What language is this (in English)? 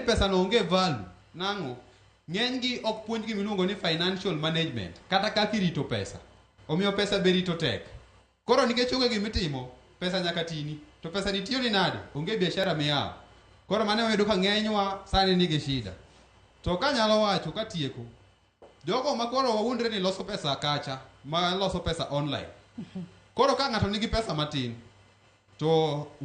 Luo (Kenya and Tanzania)